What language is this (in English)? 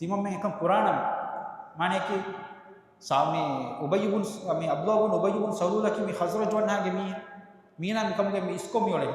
Divehi